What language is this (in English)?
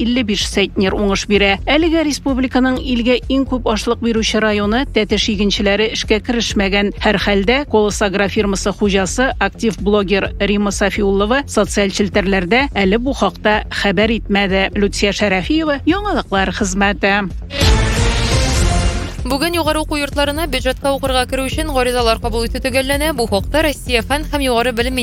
Tatar